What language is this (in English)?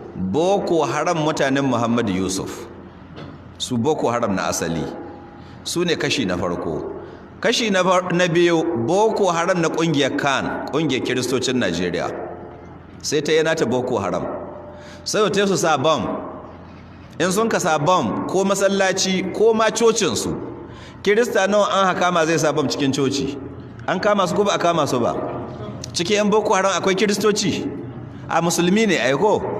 Hausa